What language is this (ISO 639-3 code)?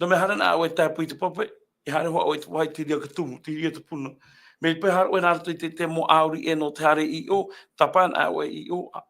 tah